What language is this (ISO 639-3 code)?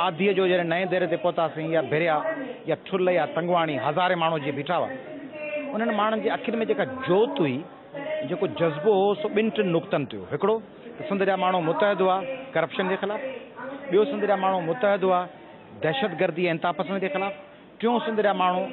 snd